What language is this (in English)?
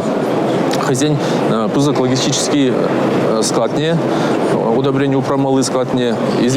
Chuvash